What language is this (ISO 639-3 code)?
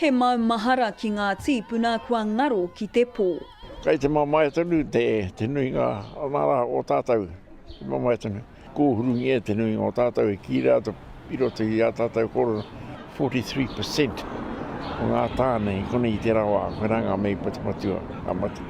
mri